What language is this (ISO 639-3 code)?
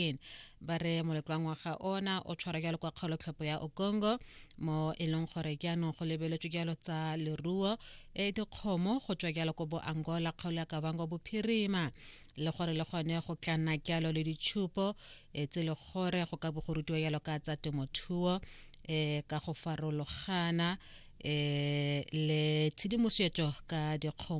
tsn